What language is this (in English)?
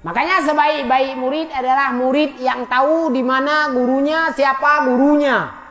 Achinese